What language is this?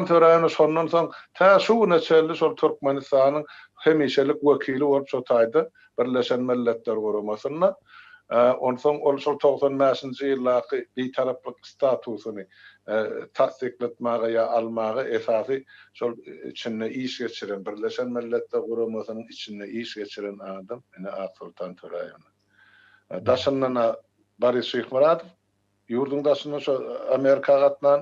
Turkmen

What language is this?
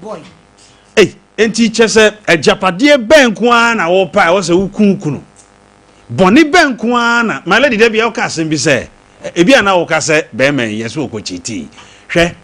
Akan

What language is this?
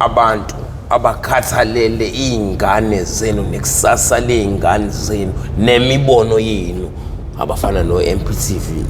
Zulu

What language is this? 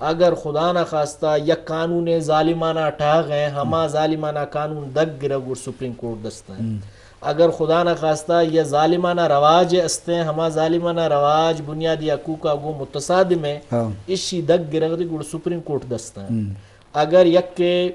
Eastern Balochi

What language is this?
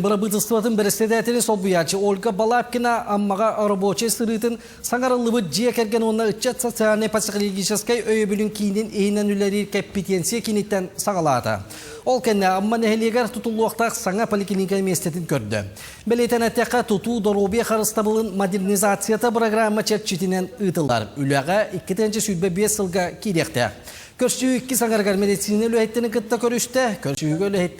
Yakut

